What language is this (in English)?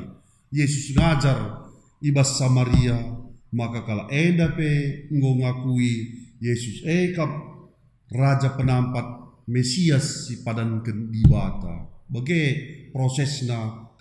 Batak Karo